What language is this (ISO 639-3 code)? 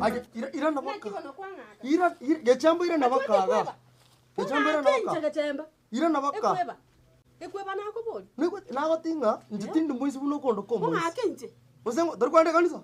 guz